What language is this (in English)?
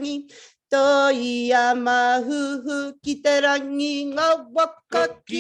Māori